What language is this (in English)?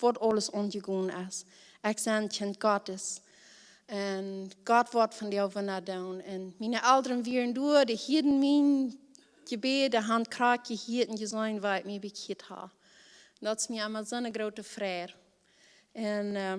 Plautdietsch